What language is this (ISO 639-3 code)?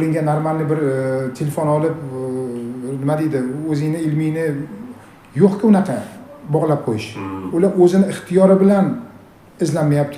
uzb